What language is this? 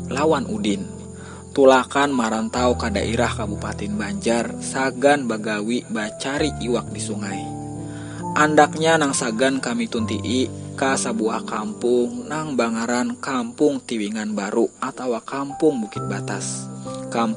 Banjar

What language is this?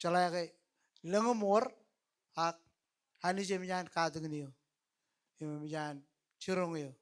Marshallese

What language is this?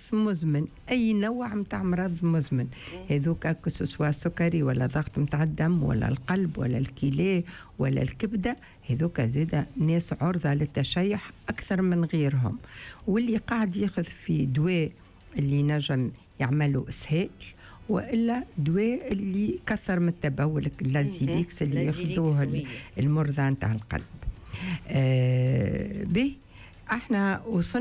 Tunisian Arabic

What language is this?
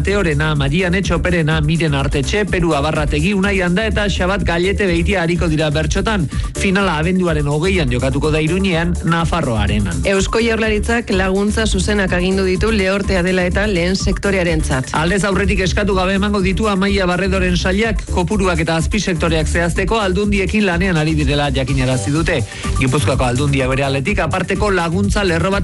Basque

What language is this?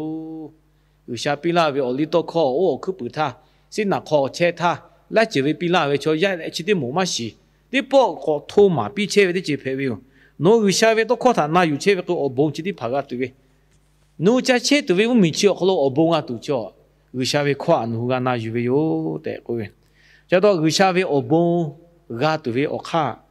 Lahu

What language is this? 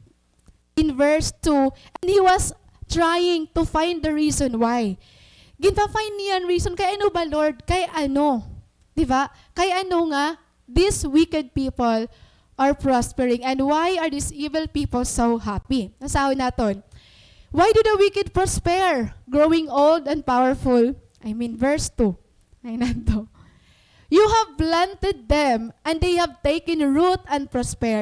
Waray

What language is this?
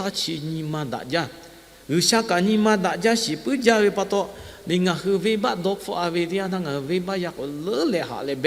Lahu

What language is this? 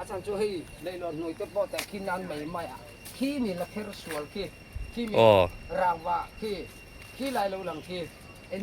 Mizo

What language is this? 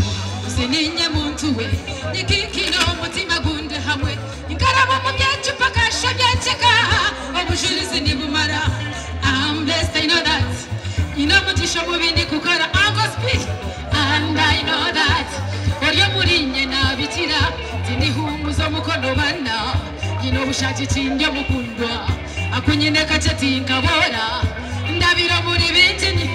Nyankole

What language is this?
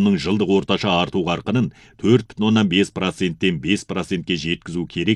Kazakh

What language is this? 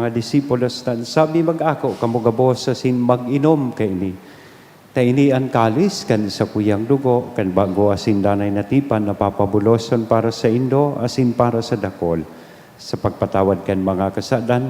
Bikol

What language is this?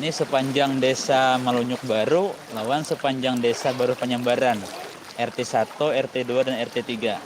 Banjar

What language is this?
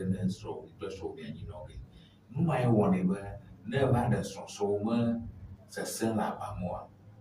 Ewe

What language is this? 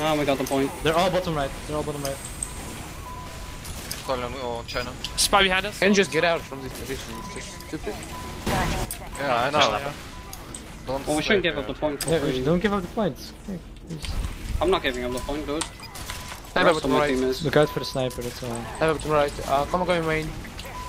English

